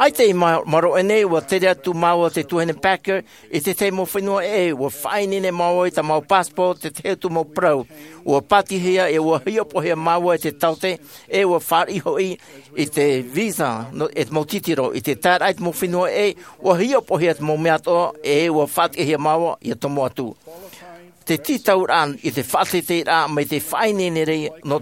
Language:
Tahitian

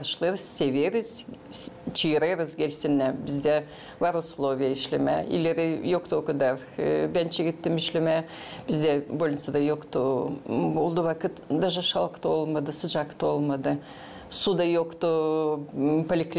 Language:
Gagauz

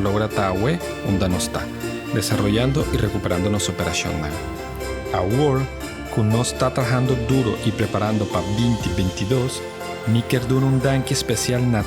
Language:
Papiamento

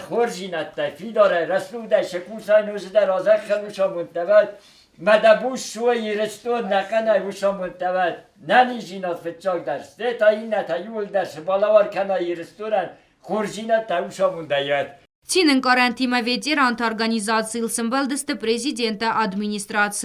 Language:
Ossetic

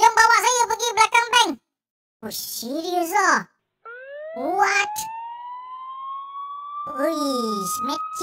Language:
Malay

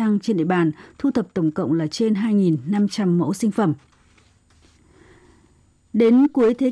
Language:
Vietnamese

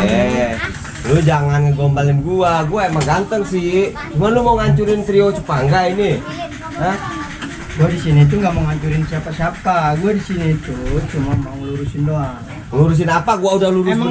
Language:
Betawi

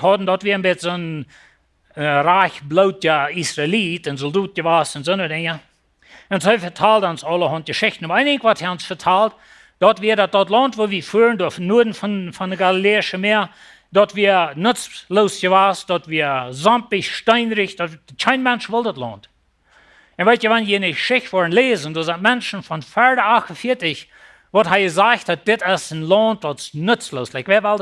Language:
Plautdietsch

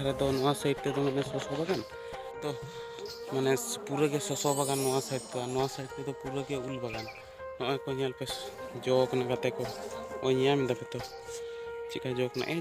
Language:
Santali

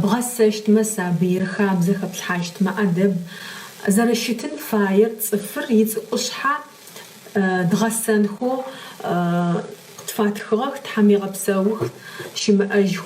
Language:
Adyghe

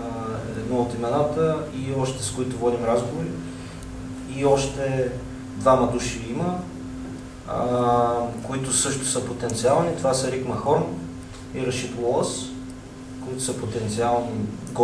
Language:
Bulgarian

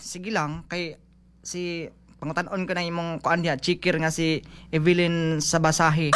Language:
Cebuano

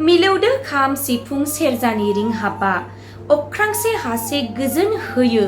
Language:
Bodo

